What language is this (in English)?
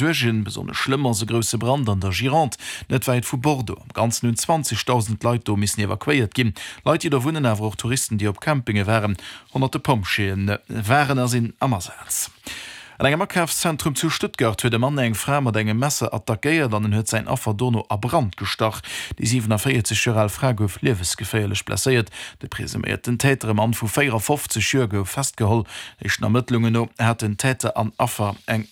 Luxembourgish